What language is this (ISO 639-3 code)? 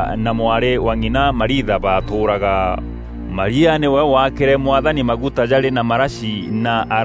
mer